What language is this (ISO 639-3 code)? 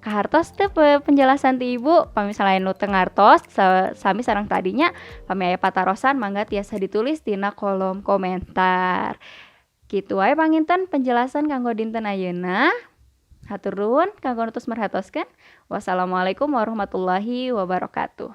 sun